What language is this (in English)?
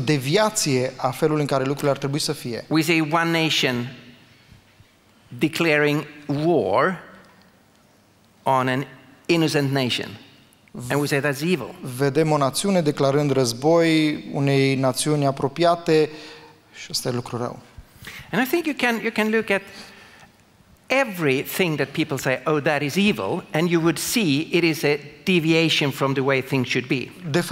Romanian